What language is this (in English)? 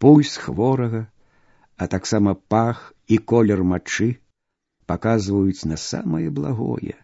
Belarusian